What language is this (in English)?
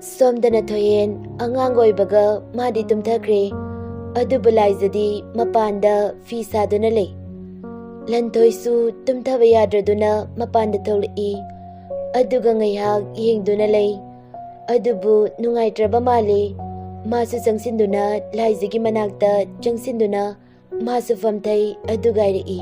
Manipuri